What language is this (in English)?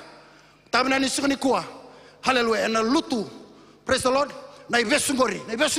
Fijian